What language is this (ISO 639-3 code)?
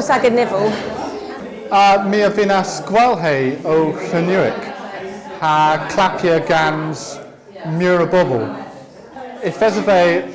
cor